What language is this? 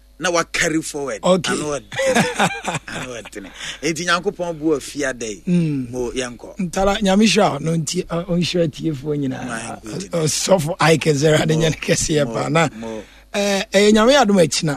Akan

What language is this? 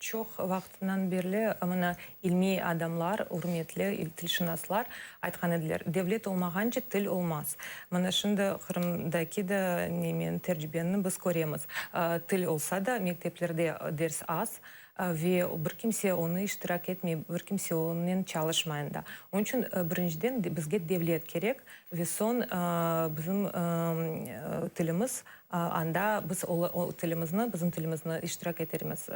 Crimean Tatar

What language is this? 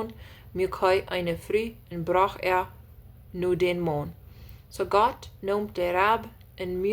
Plautdietsch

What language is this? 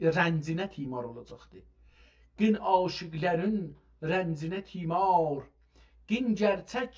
South Azerbaijani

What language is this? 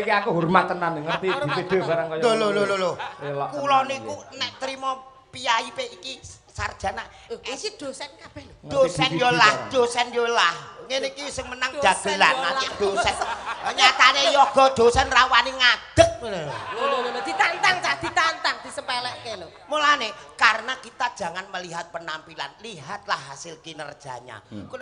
Javanese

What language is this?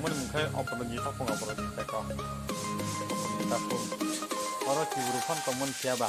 Kok Borok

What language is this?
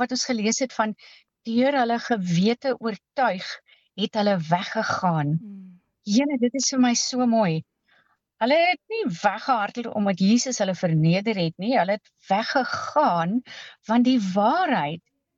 Afrikaans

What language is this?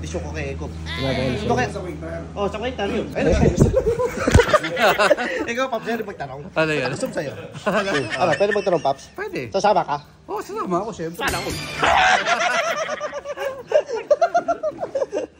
Filipino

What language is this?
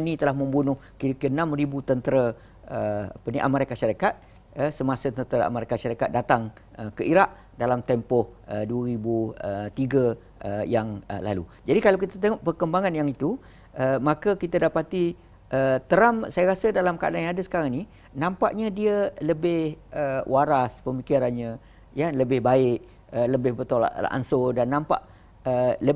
Malay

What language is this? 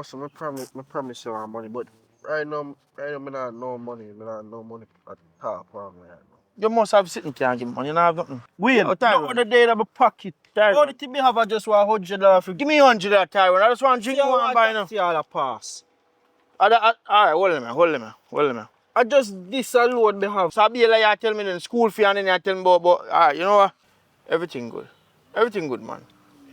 Jamaican Creole English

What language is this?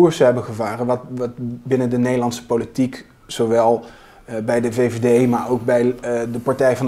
Dutch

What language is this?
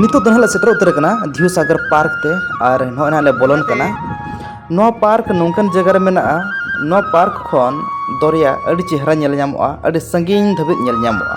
Santali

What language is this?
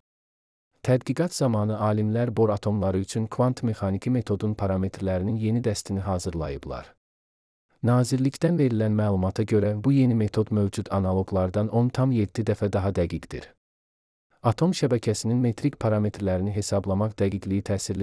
Azerbaijani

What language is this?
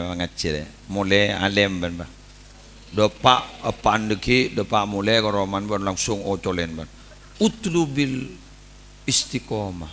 Madurese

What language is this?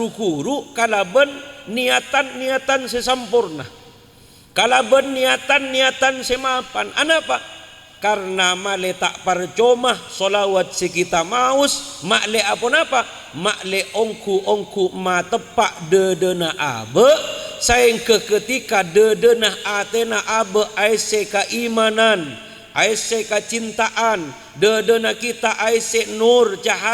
Madurese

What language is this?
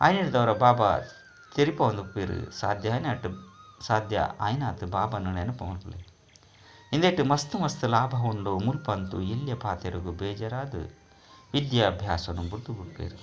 Tulu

